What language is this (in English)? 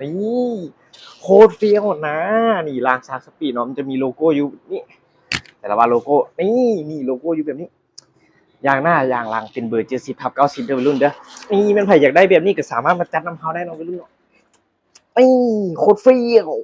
Lao